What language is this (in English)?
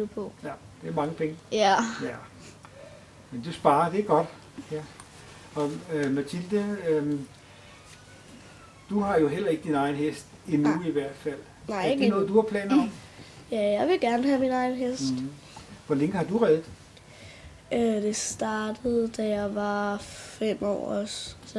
Danish